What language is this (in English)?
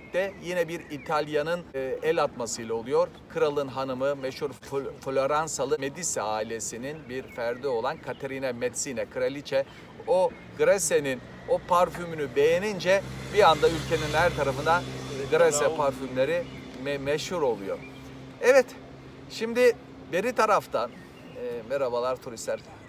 Turkish